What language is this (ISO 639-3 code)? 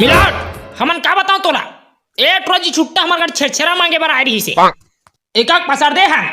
hne